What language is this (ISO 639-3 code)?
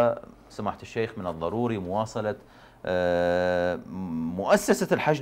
ara